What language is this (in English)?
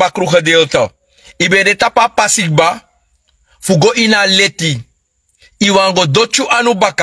Sranan Tongo